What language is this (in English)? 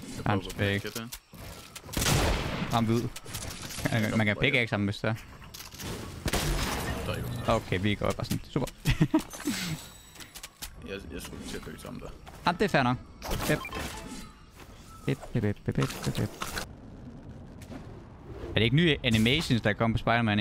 Danish